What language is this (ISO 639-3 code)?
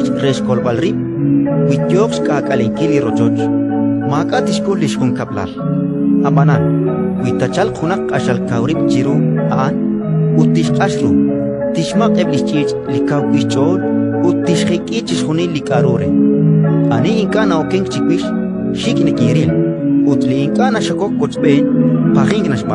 kek